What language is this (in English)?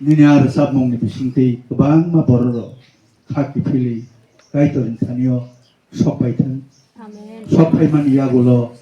Kok Borok